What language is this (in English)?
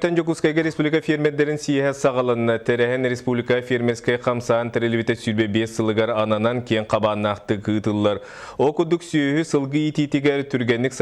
Yakut